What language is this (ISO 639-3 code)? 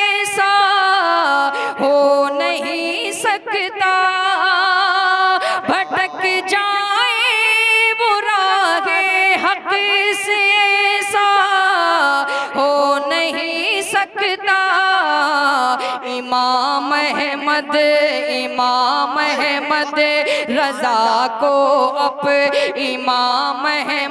hin